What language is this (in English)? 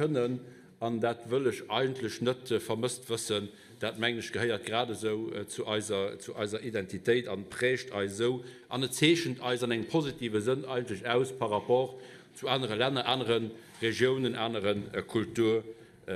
Luxembourgish